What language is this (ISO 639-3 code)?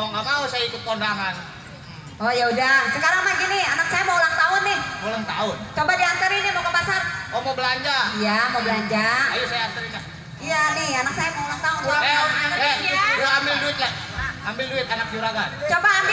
bew